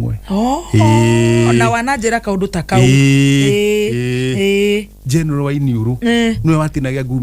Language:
Kikuyu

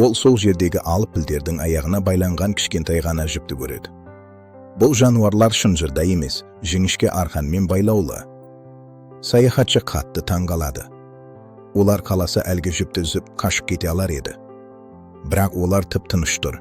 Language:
Kazakh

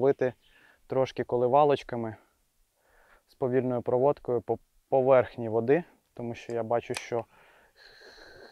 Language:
Ukrainian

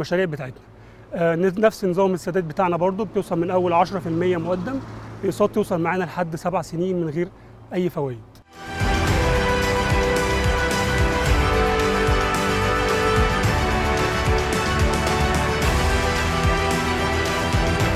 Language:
Egyptian Arabic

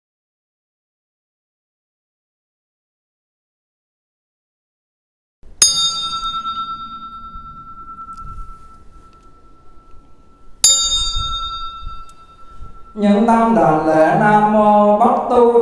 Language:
Vietnamese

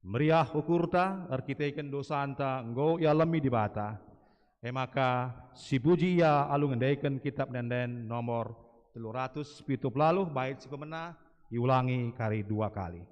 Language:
Batak Karo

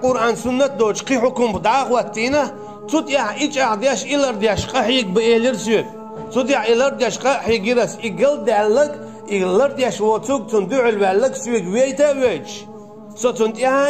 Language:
Chechen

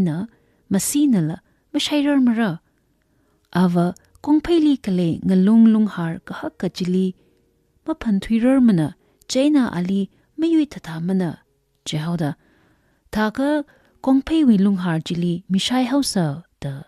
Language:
Tangkhul Naga (India)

